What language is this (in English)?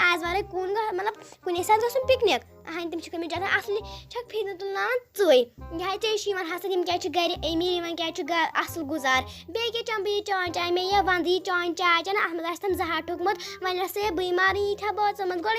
Kashmiri